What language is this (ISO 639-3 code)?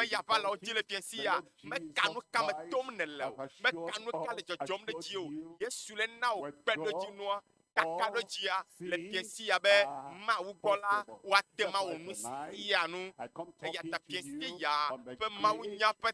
ewe